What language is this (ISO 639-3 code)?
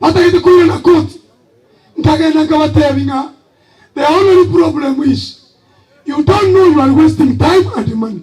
guz